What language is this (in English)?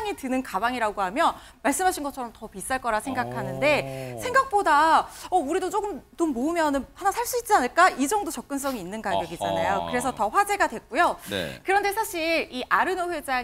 Korean